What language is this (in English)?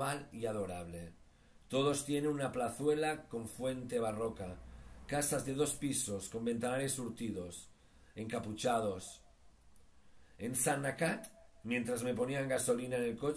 Spanish